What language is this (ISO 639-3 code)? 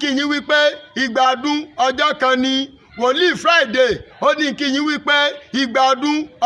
yor